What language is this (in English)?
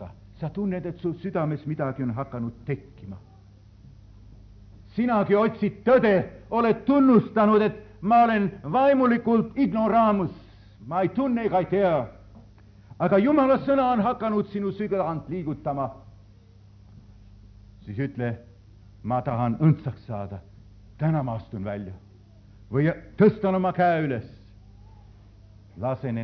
Estonian